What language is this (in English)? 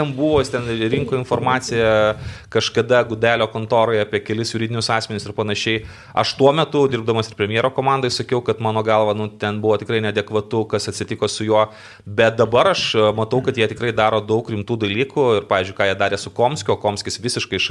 Lithuanian